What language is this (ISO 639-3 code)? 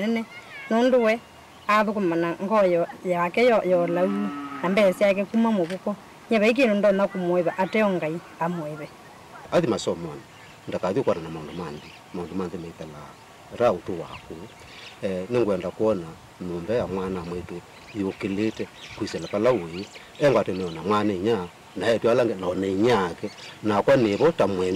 kam